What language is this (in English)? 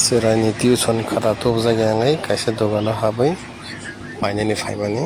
Kok Borok